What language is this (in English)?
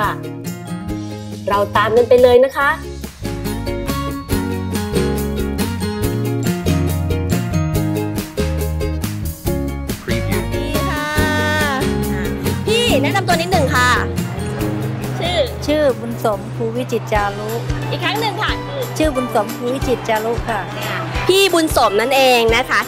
Thai